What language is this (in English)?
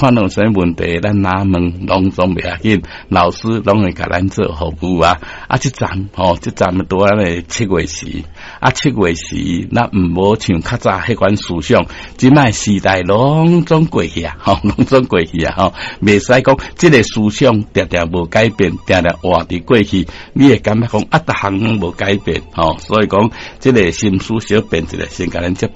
Min Nan Chinese